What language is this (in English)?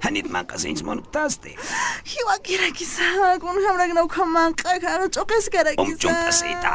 Aymara